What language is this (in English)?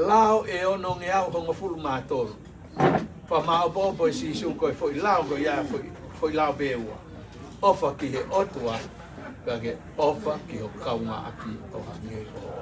Tongan